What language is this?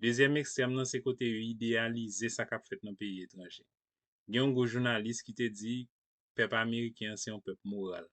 Haitian Creole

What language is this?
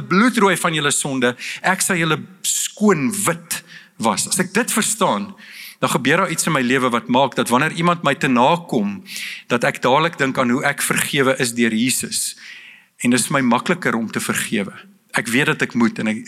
Afrikaans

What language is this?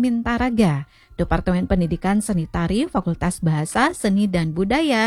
Balinese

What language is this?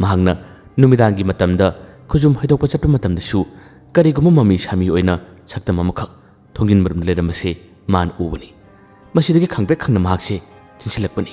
Manipuri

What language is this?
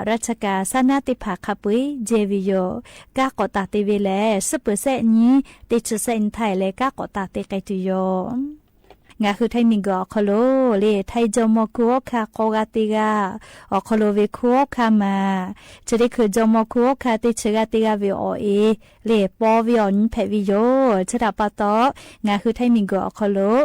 Lahu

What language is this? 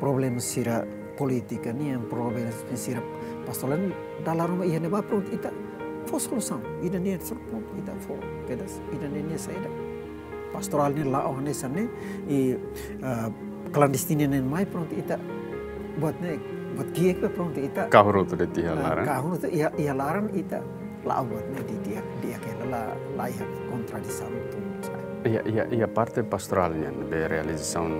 Tetum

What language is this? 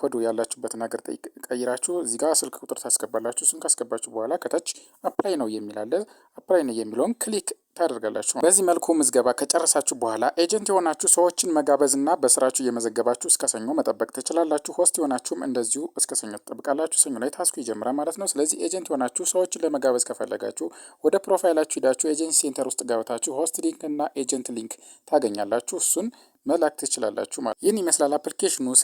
Amharic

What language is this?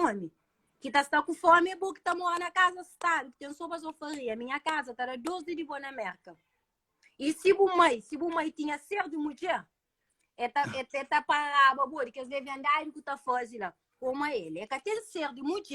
Kabuverdianu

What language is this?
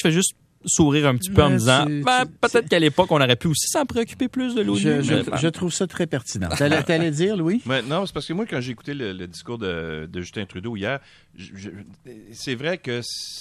French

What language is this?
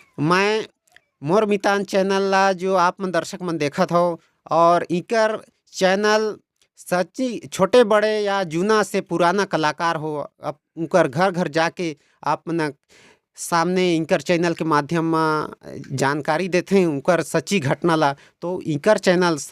Chhattisgarhi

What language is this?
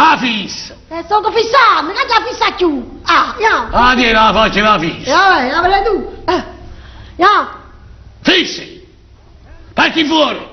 Neapolitan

